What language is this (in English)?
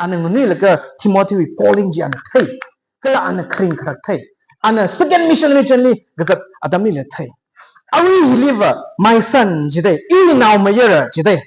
Tangkhul Naga (India)